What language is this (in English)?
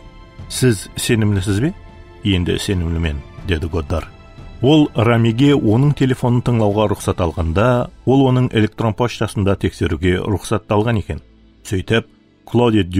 Kara-Kalpak